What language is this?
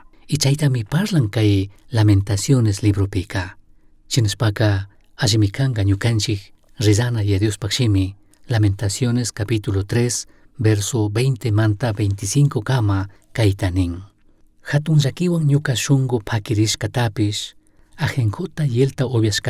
Chimborazo Highland Quichua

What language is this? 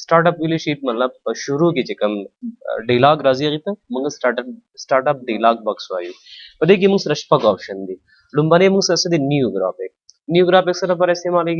Pashto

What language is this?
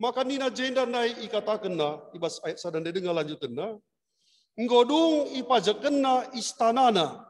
Batak Karo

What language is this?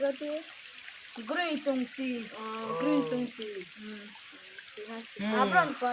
Riang (India)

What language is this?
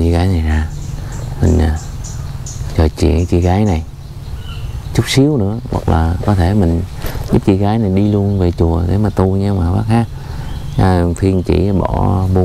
Vietnamese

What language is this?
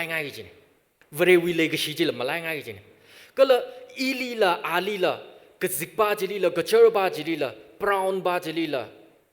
Tangkhul Naga (India)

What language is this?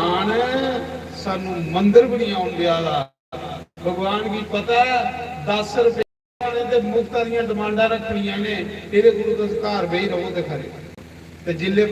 Dogri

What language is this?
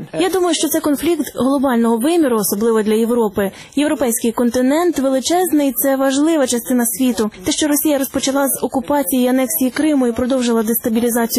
Ukrainian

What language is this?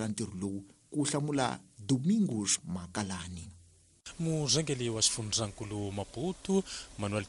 Tsonga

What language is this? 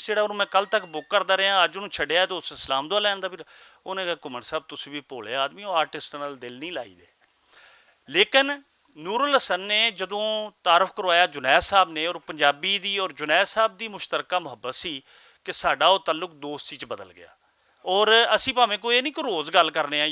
Western Panjabi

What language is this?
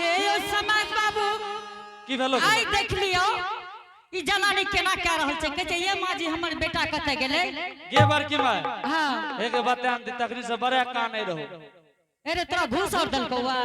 Angika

